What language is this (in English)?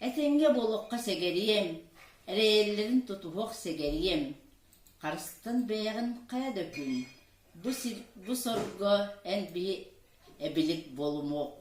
Yakut